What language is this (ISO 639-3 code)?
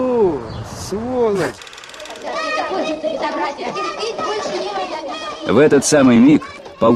rus